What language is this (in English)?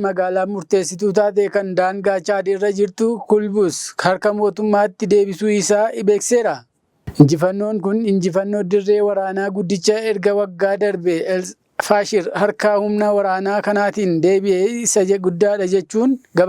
Oromo